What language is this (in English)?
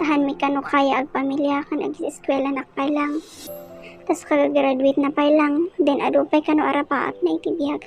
Iloko